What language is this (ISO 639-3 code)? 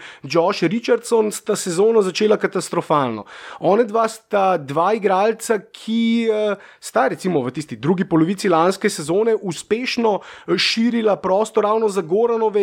slv